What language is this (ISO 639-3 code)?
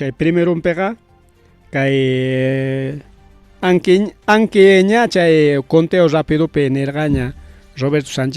quy